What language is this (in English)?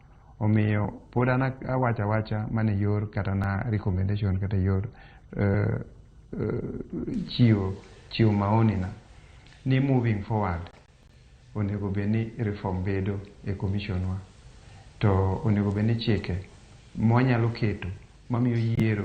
Luo (Kenya and Tanzania)